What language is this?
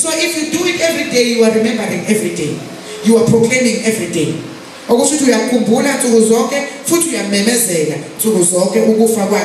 Zulu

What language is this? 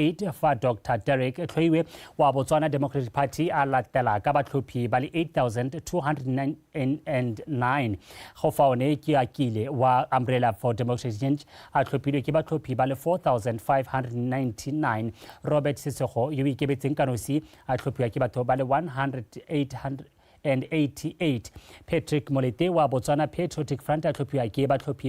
Tswana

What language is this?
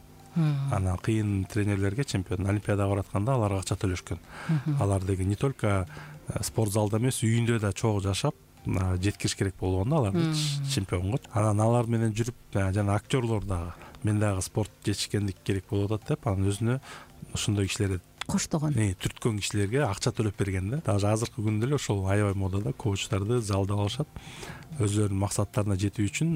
Kyrgyz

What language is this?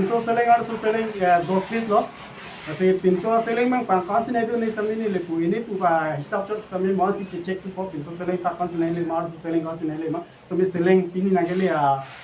Karbi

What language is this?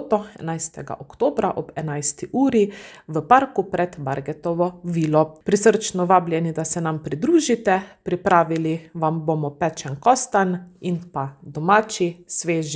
Slovenian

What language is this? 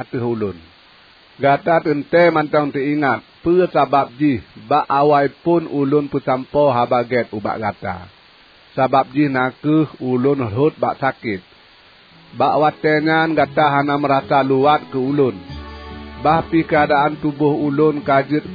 Achinese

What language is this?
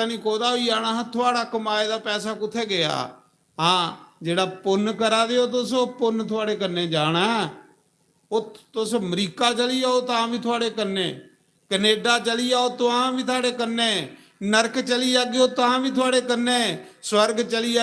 Dogri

